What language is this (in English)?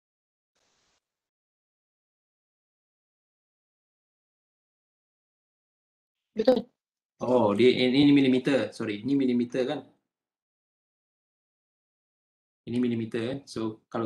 Malay